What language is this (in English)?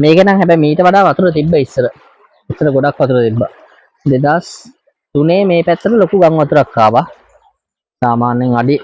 Sinhala